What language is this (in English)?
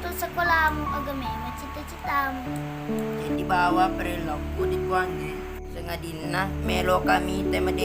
Buginese